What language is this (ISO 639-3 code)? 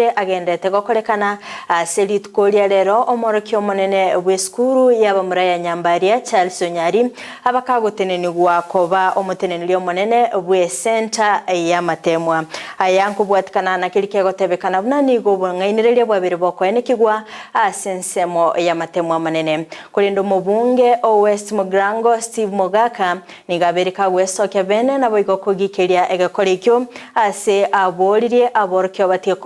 guz